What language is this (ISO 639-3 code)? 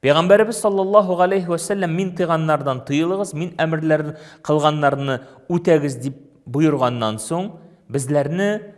tat